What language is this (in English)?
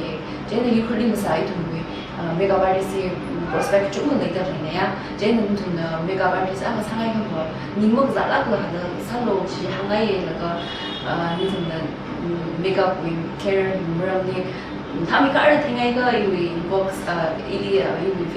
Tangkhul Naga (India)